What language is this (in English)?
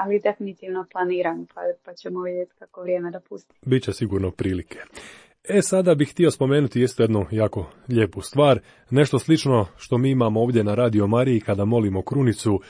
Croatian